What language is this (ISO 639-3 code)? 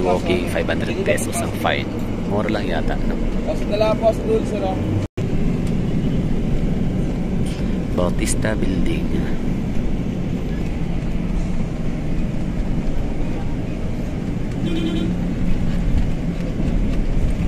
fil